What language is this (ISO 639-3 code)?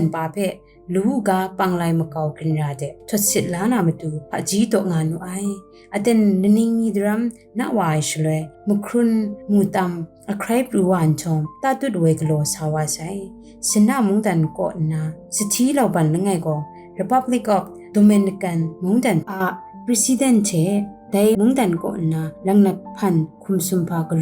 kac